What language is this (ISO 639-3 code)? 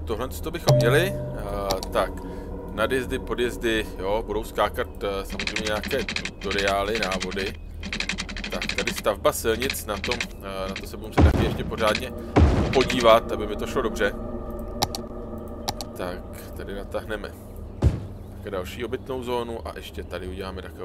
ces